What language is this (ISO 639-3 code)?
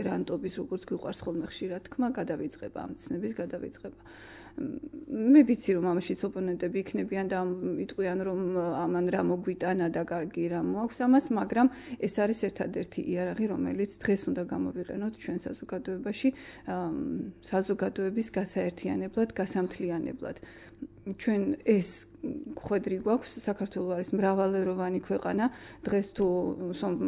kat